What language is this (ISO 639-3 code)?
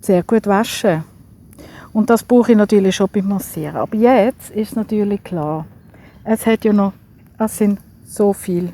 gsw